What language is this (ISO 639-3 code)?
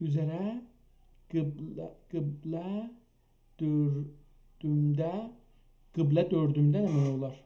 azb